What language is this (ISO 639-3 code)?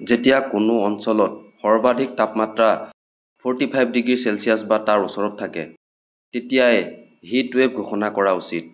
asm